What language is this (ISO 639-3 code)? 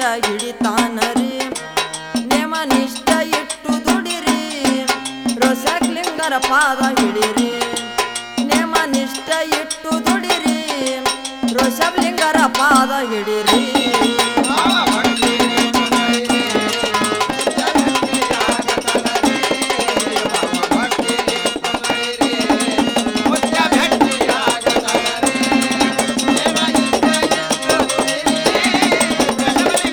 kan